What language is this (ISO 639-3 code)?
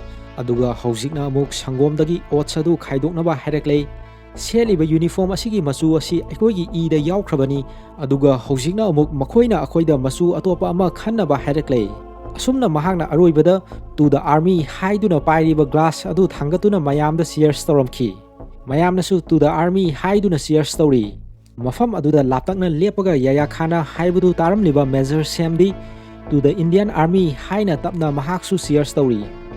mni